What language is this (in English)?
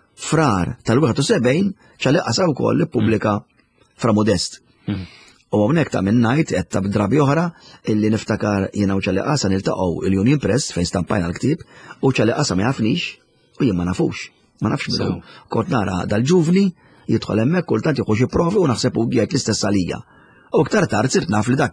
Maltese